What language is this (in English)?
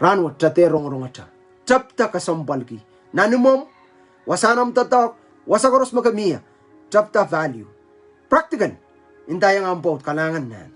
Pohnpeian